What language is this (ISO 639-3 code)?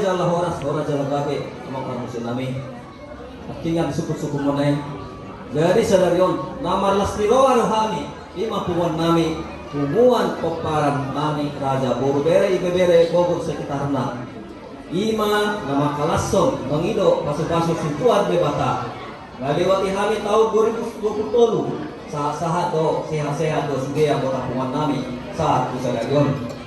bbc